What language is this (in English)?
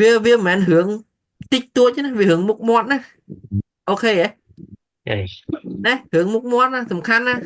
Khmer